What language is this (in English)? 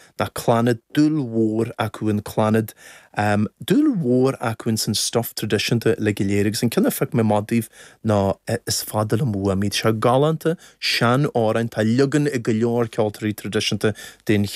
Irish